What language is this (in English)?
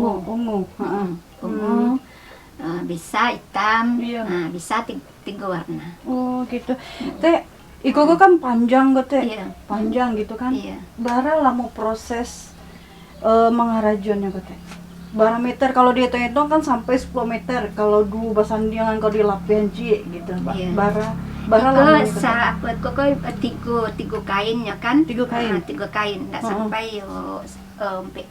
Minangkabau